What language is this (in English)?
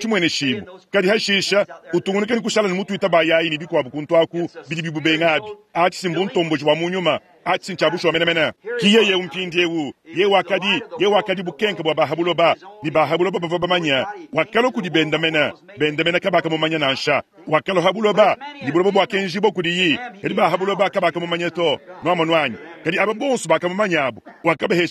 Luba-Lulua